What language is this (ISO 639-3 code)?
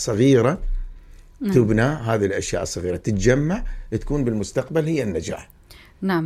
acm